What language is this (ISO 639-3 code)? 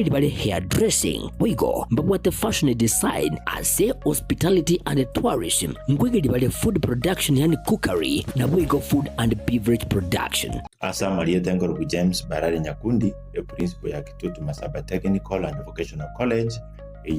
guz